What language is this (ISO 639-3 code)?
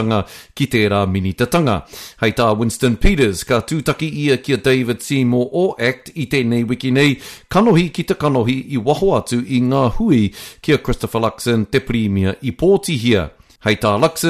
mri